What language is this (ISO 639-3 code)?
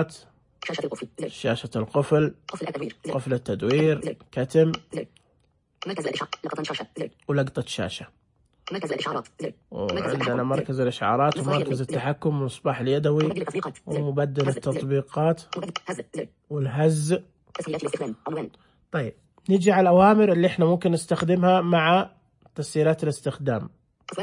ars